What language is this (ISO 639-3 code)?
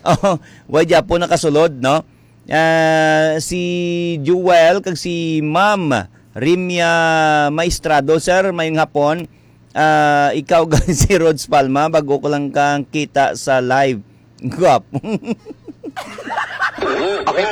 hil